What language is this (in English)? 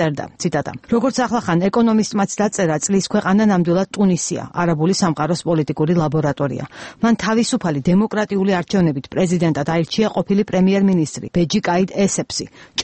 Georgian